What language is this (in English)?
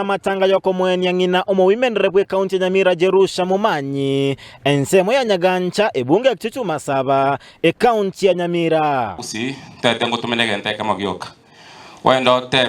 Gusii